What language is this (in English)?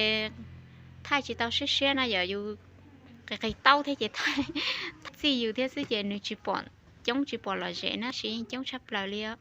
Hmong